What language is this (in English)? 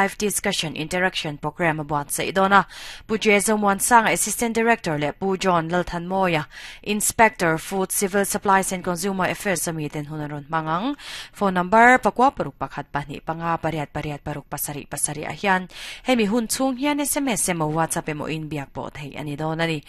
Mizo